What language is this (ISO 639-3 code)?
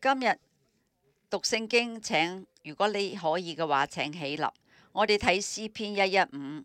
yue